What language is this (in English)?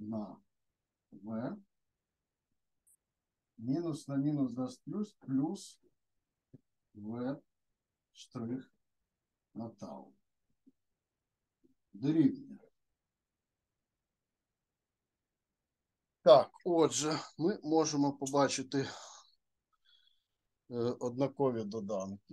Ukrainian